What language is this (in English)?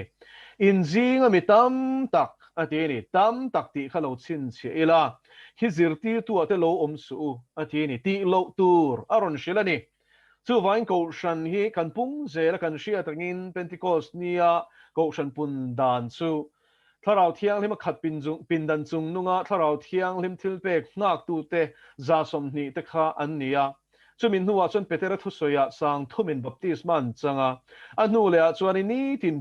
Mizo